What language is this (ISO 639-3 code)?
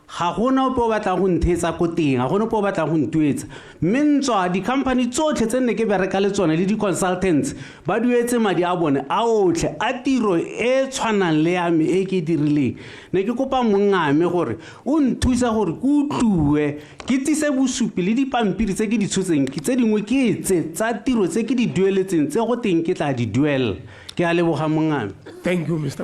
tsn